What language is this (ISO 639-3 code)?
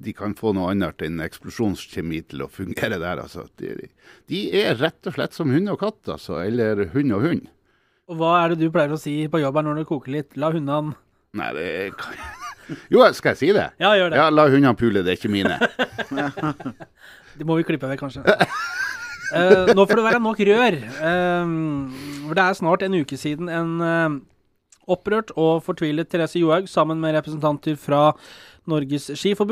nor